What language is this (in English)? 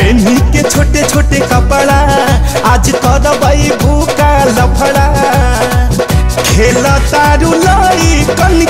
Bhojpuri